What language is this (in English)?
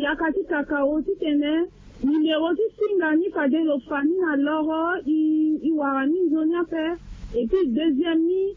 Sango